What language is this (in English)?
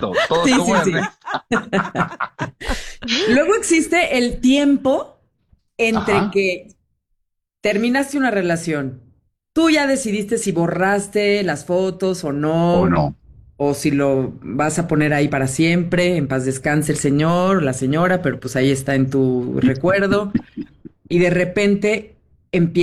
Spanish